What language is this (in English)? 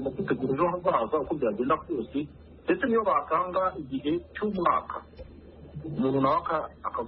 Kinyarwanda